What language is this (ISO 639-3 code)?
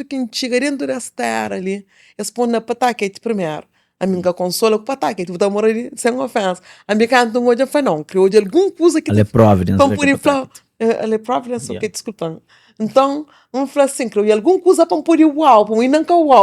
kea